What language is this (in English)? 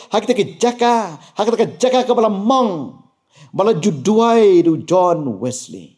Khasi